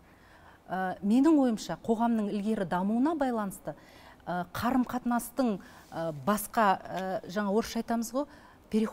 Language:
Kazakh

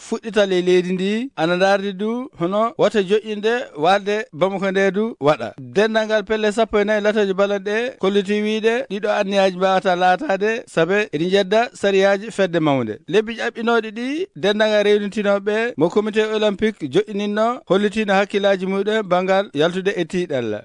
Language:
Maasina Fulfulde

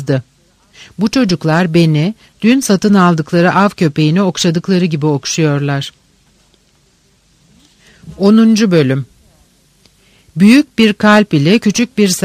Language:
Turkish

